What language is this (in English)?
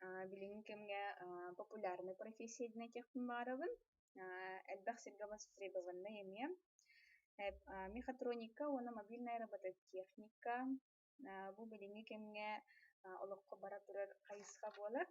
Yakut